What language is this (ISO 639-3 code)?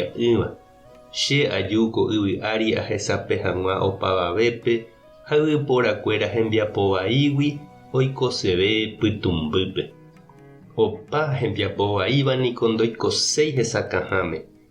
grn